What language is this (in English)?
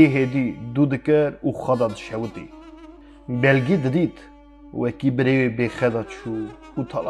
Kurdish